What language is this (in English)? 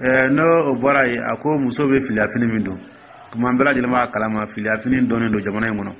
Dyula